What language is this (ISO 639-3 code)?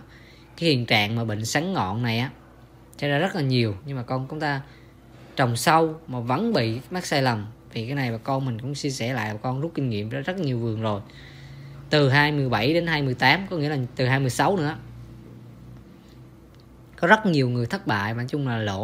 vie